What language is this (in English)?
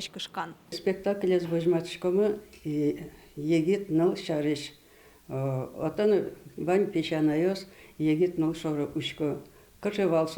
Udmurt